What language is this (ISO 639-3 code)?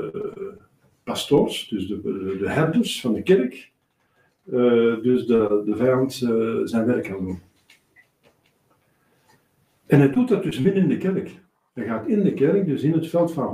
nld